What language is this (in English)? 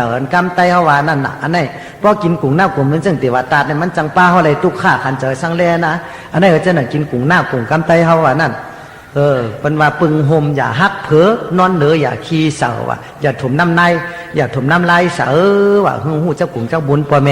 Shan